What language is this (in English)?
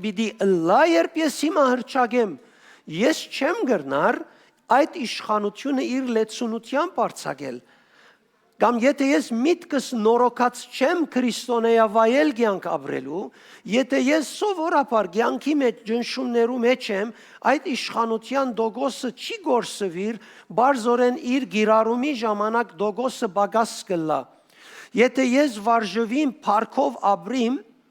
Western Armenian